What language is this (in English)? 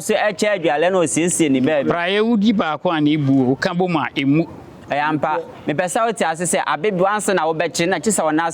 Akan